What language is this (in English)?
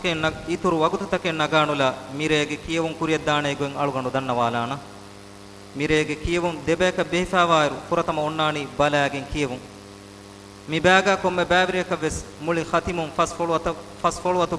Divehi